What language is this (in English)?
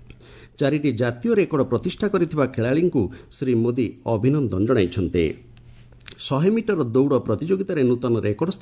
Odia